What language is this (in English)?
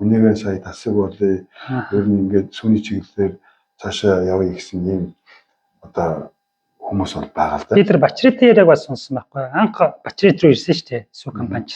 Mongolian